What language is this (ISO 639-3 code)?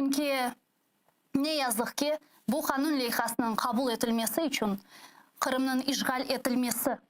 crh